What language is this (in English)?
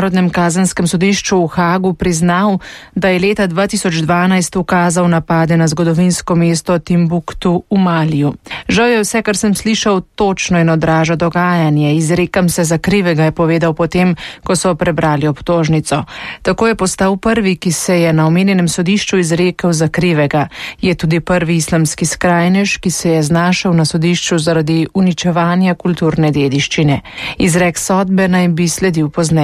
Slovenian